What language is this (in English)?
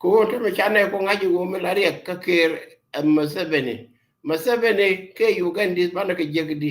Nuer